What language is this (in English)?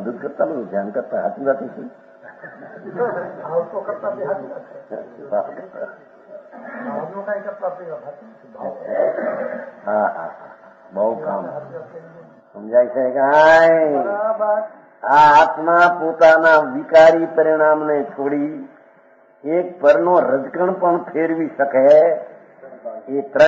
Gujarati